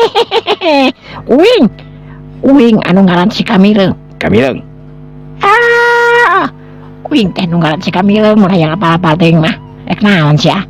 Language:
Sundanese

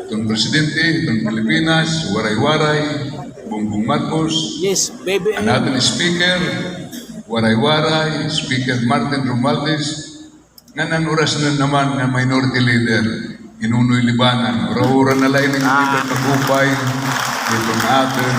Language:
Waray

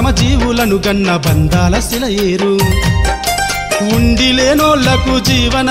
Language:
Telugu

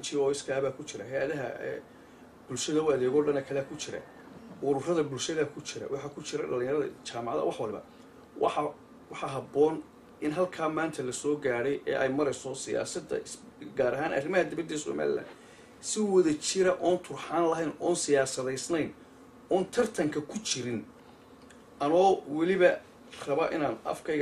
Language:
Somali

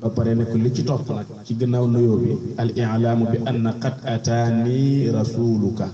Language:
Wolof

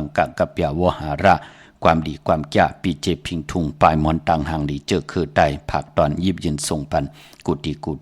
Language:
Shan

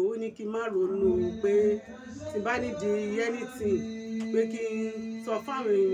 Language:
Yoruba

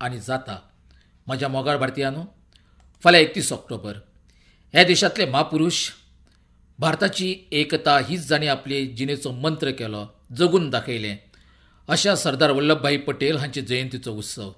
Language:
Konkani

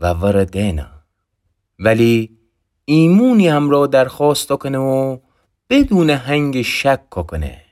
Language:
Gilaki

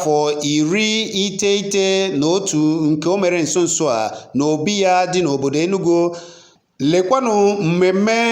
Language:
Igbo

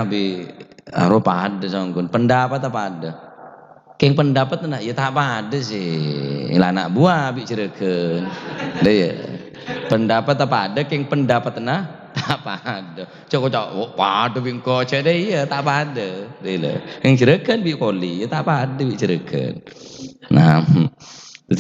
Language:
Madurese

